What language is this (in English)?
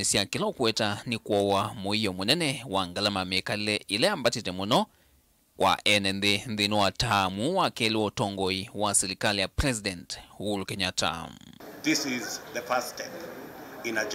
Kamba